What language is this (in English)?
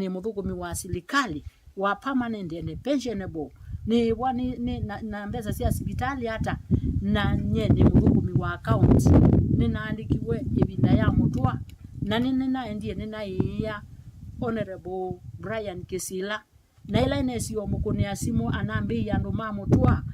Kamba